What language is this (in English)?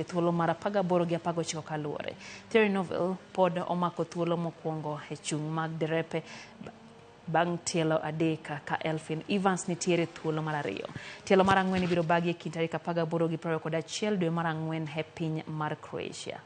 Luo (Kenya and Tanzania)